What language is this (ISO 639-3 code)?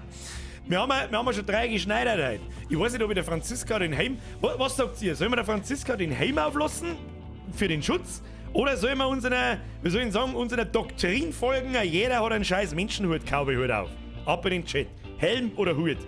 bar